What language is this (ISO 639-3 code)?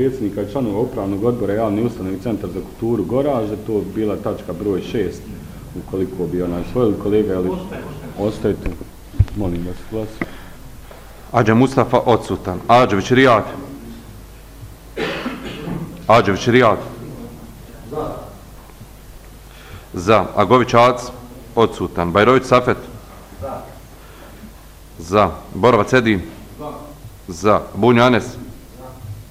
bos